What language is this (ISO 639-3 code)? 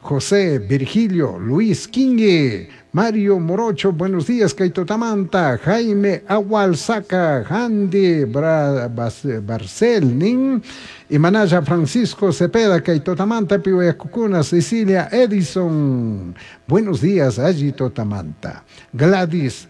qug